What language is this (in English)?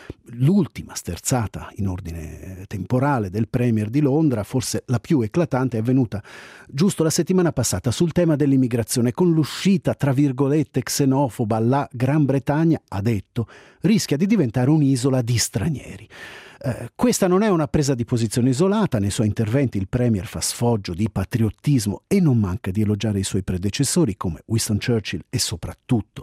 Italian